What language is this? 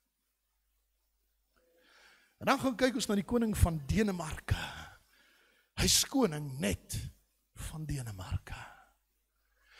Afrikaans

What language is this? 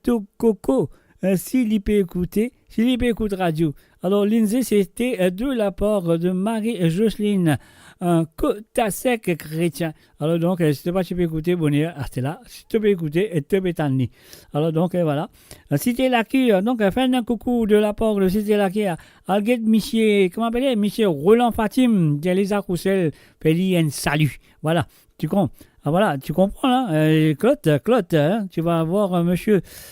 Morisyen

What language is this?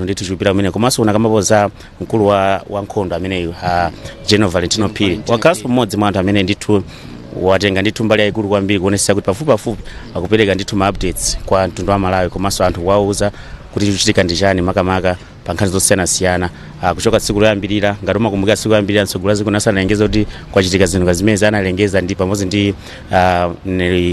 Nyanja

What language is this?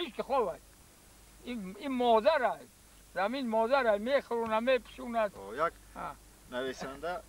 Tajik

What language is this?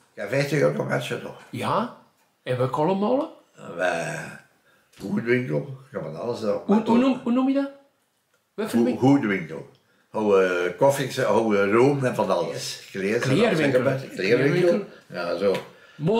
Dutch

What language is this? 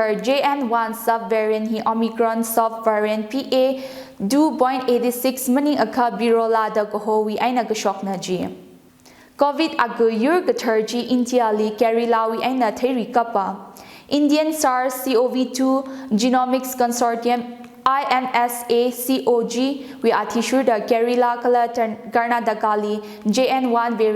Tangkhul Naga (India)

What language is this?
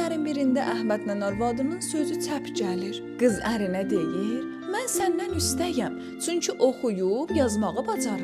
South Azerbaijani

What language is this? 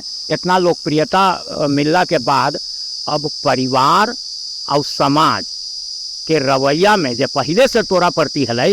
Magahi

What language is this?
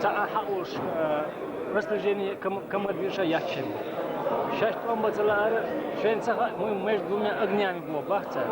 Chechen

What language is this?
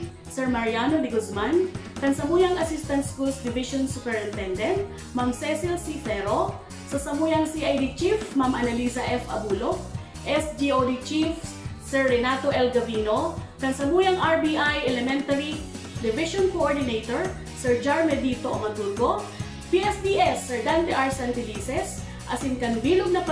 Bikol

